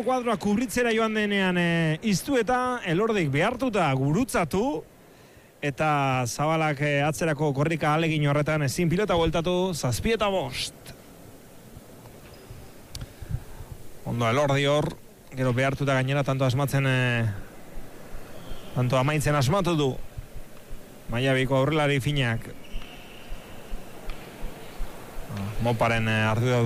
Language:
Basque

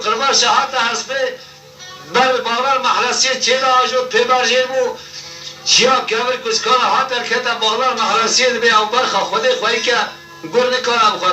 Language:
Kurdish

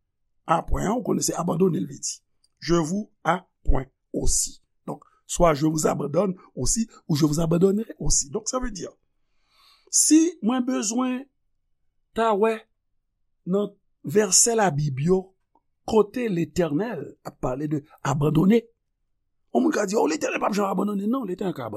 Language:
Haitian Creole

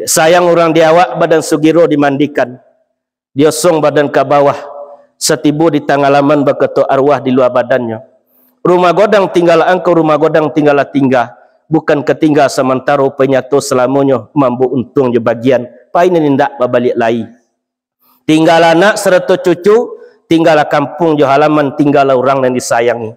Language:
Minangkabau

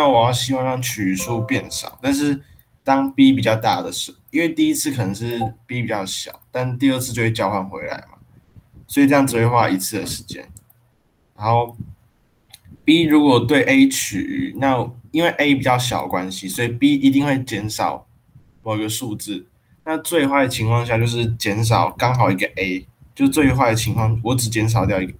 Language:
Chinese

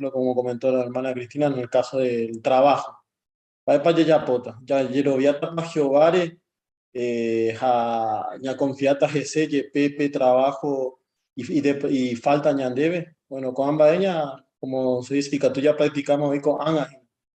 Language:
Guarani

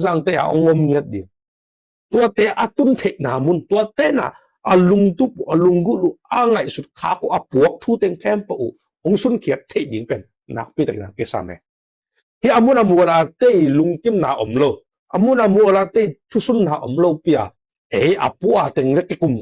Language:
Tedim Chin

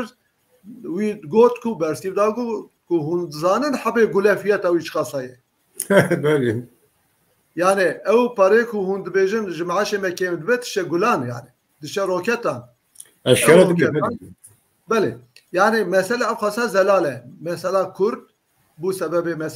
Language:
Kurdish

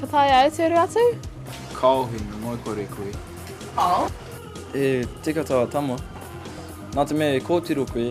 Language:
Māori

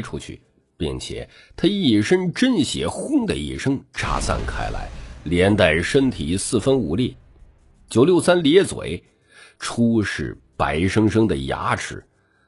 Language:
Chinese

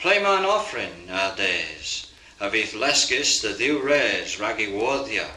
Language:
Cornish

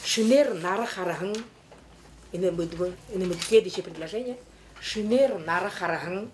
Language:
Buriat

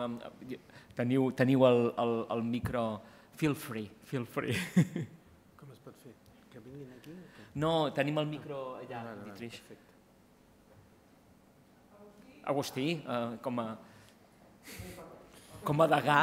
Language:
Catalan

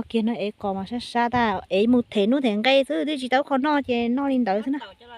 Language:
Hmong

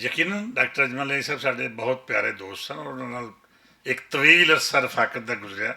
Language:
Western Panjabi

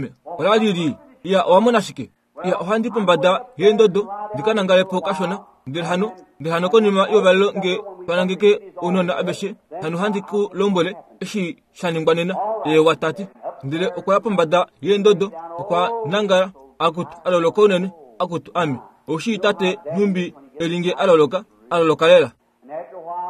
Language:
Kuanyama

